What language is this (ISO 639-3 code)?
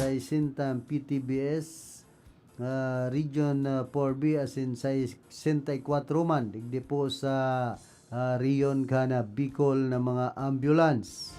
bik